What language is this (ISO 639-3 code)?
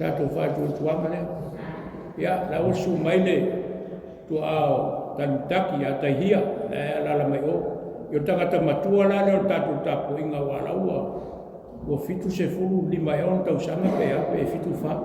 smo